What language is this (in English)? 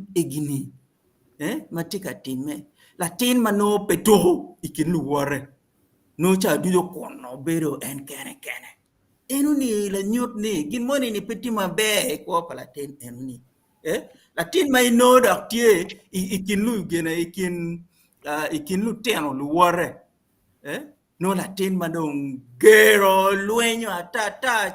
Acoli